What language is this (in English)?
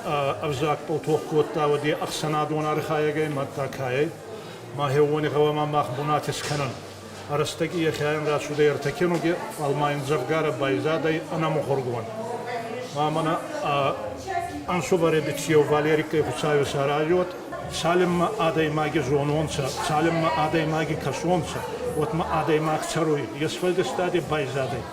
Ossetic